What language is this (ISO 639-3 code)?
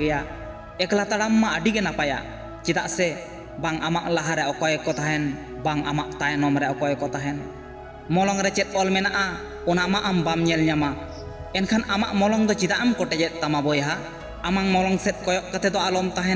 sat